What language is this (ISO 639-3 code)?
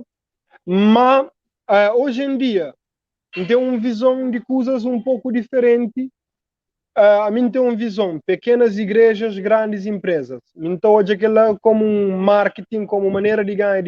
kea